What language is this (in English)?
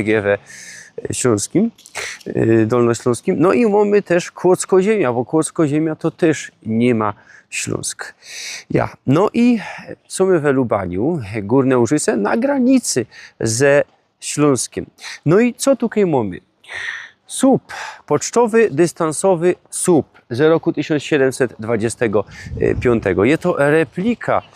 Silesian